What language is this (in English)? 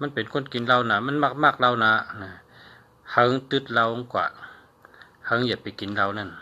Shan